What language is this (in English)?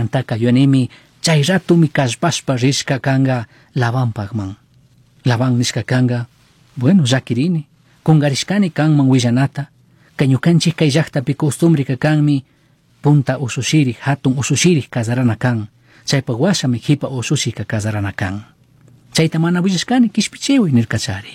Chimborazo Highland Quichua